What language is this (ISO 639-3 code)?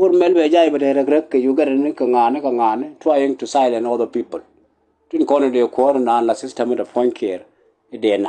nus